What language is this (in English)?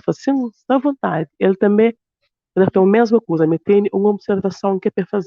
Kabuverdianu